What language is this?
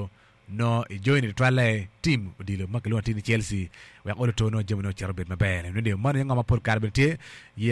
Acoli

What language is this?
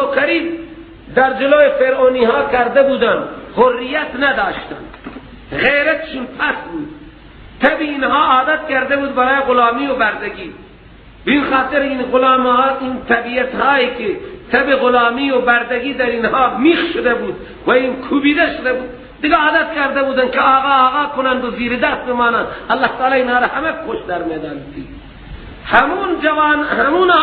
Persian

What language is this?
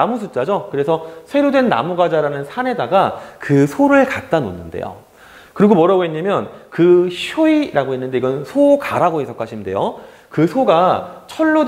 Korean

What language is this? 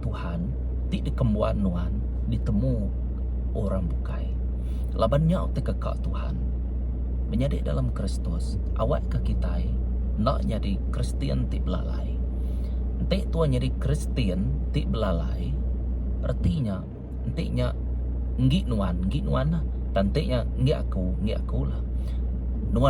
Iban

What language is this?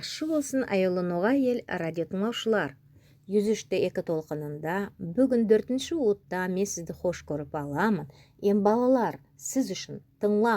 Nogai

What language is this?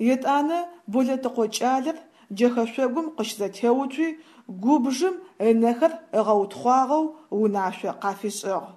Adyghe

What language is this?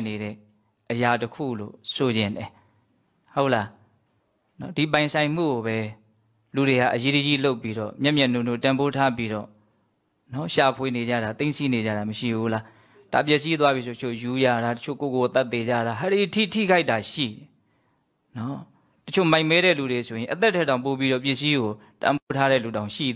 Burmese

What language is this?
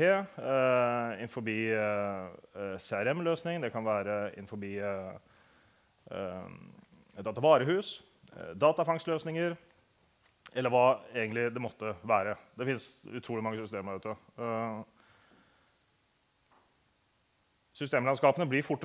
Norwegian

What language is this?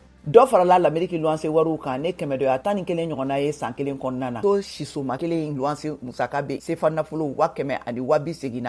Bambara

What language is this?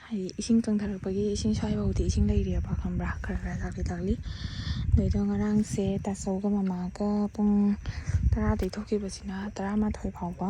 Manipuri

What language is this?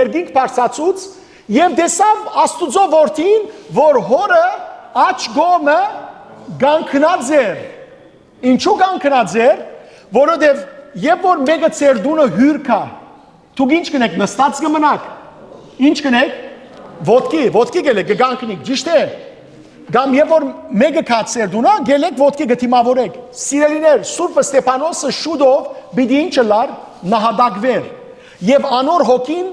Western Armenian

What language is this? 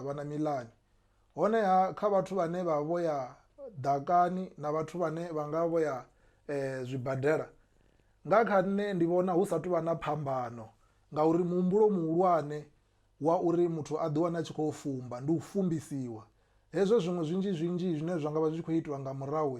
Venda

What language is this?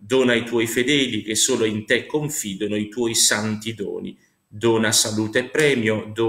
Italian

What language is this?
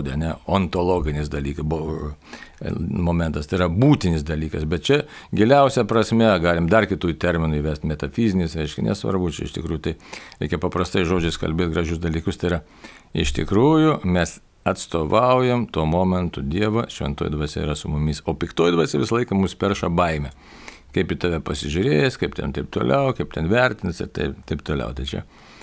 Lithuanian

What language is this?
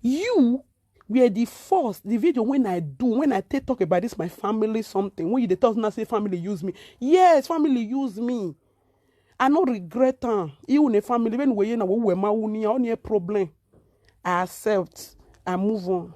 Nigerian Pidgin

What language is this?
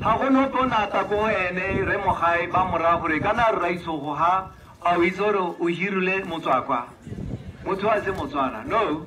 Tswana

